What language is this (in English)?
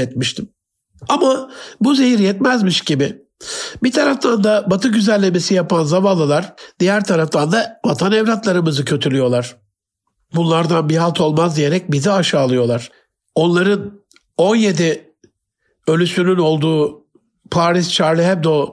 Turkish